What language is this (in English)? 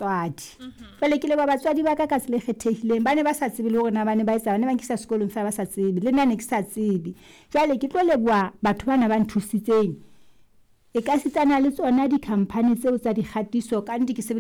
Southern Sotho